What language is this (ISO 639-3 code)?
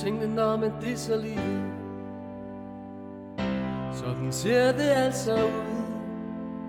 dan